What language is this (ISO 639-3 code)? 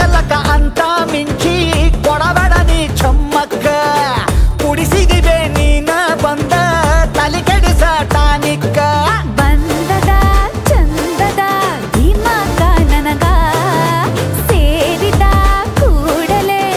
kan